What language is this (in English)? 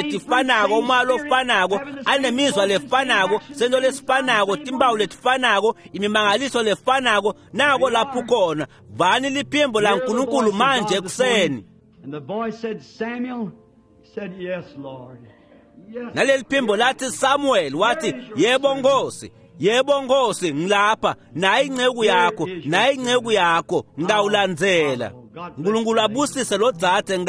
Swati